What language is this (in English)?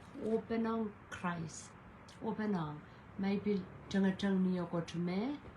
Pohnpeian